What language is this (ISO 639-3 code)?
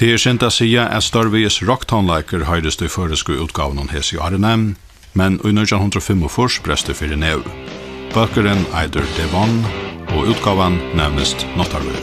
fao